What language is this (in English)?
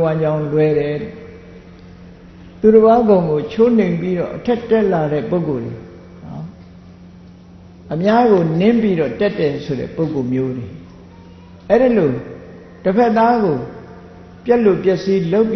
Burmese